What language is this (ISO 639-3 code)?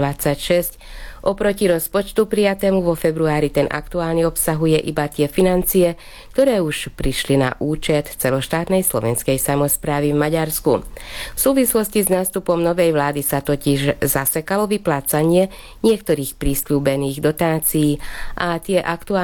slk